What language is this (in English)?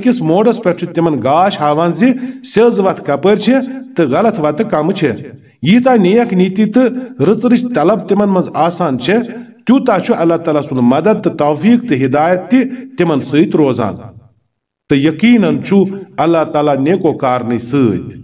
Kashmiri